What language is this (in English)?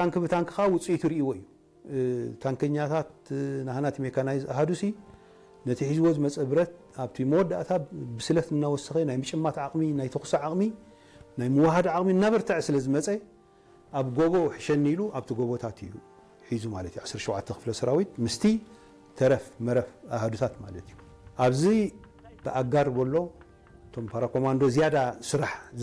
Tigrinya